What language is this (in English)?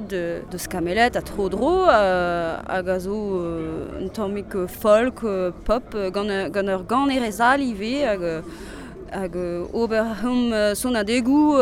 Breton